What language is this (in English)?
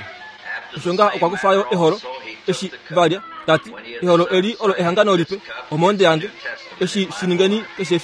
Kuanyama